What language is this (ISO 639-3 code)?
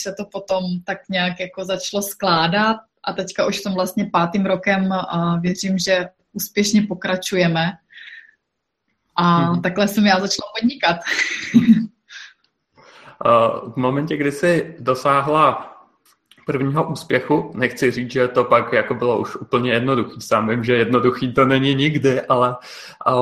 ces